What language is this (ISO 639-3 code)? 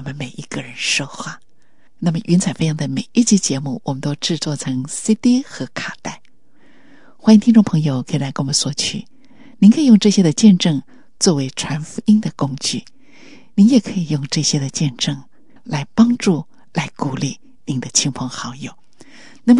zho